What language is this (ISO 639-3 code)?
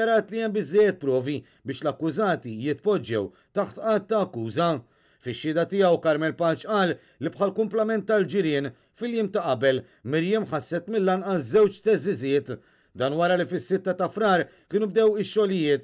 mlt